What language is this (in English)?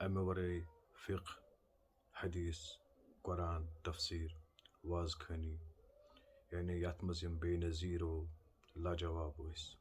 Kashmiri